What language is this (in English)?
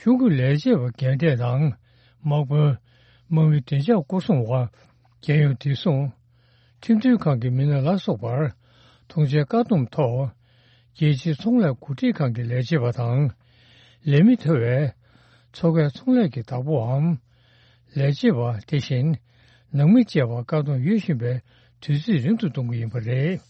Tibetan